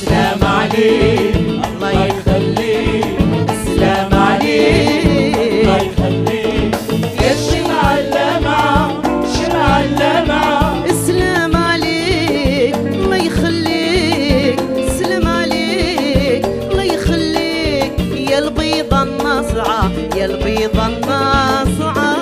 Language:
Algerian Arabic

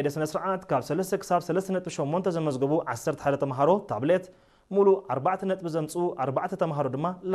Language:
Tigrinya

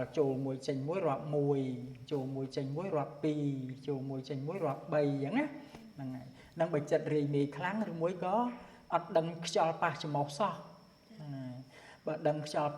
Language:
Khmer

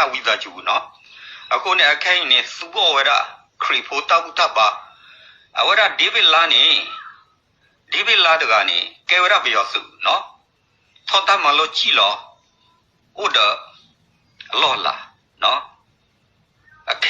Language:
S'gaw Karen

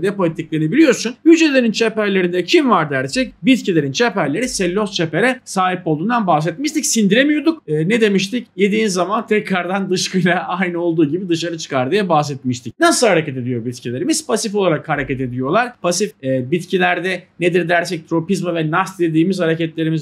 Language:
Turkish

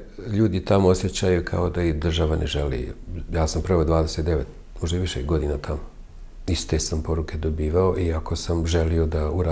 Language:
Bosnian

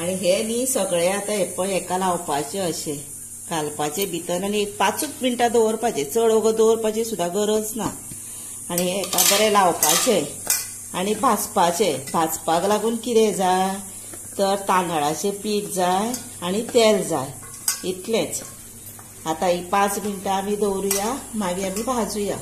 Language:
Konkani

